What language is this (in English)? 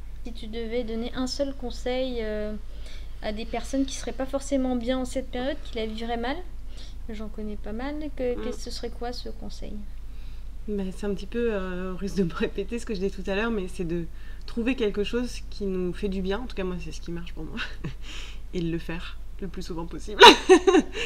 French